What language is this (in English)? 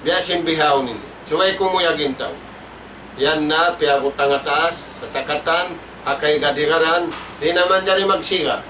Tausug